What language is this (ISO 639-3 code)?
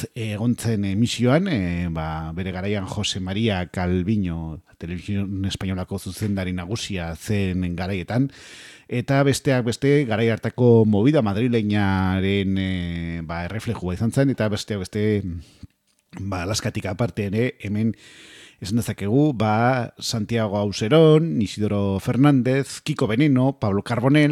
eus